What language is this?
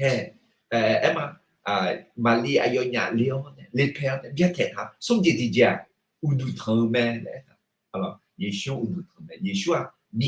Akha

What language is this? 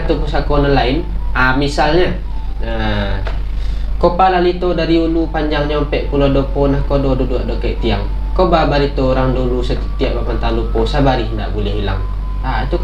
Minangkabau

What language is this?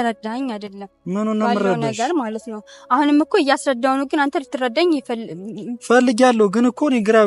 Amharic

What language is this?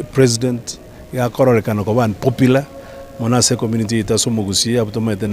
Gusii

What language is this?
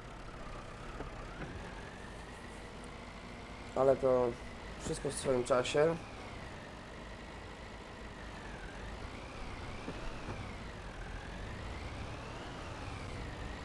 Polish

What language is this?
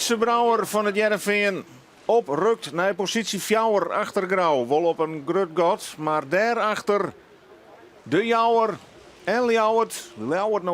Western Frisian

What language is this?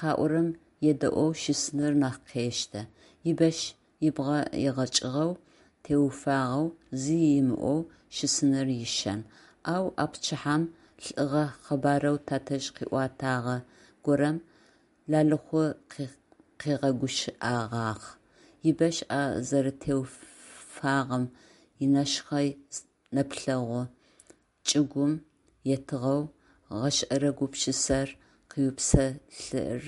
Adyghe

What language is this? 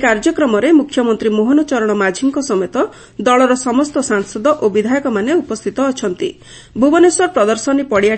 Odia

